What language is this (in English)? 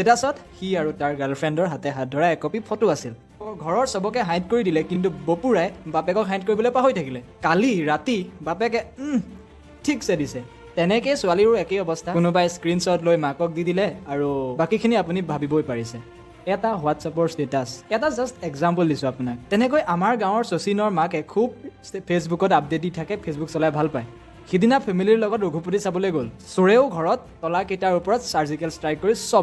Assamese